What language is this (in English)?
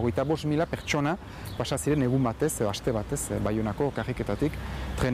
Basque